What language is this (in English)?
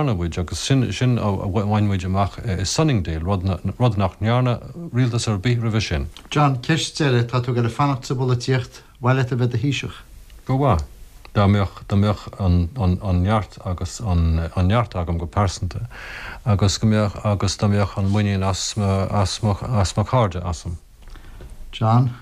Irish